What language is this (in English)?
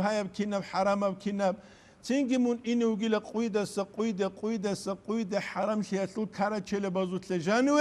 Avaric